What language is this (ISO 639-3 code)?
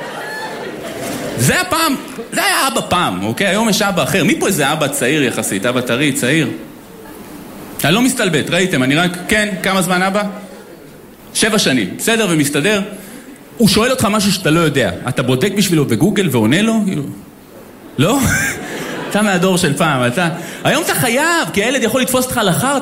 heb